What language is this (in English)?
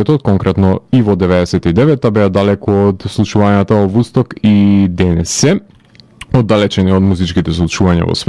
Macedonian